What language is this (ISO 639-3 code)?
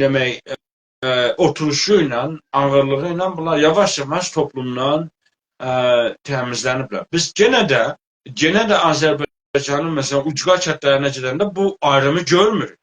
azb